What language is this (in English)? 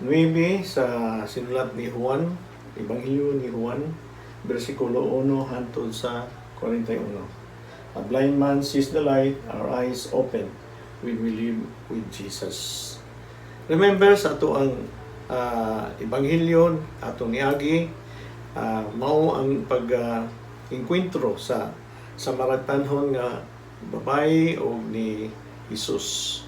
Cebuano